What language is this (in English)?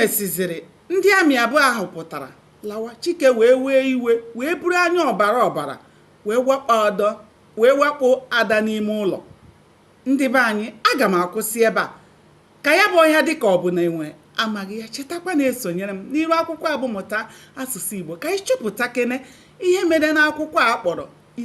Igbo